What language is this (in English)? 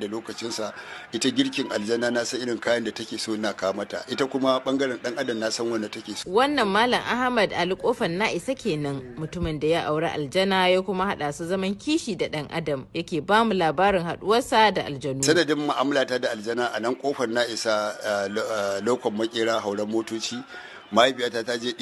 Hausa